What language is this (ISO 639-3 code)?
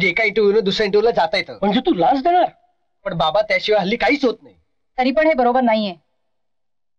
mar